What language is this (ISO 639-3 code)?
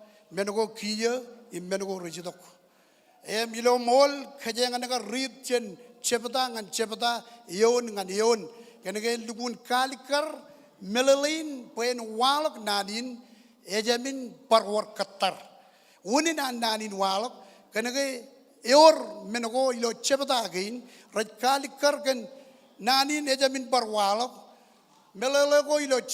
mah